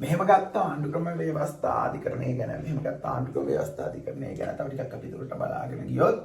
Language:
Sinhala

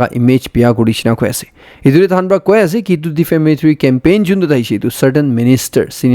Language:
Naga Pidgin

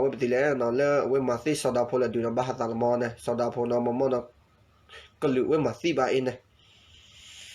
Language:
S'gaw Karen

